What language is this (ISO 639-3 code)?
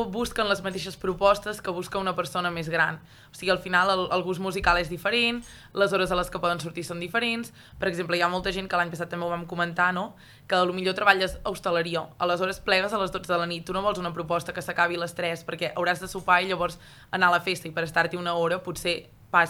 cat